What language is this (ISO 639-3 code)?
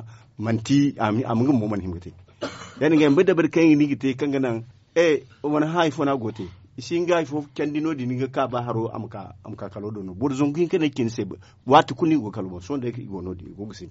dje